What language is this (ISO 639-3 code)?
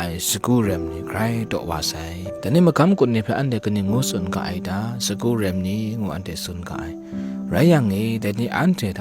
kac